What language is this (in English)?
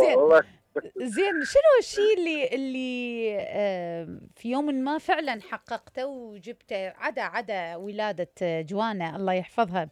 Mesopotamian Arabic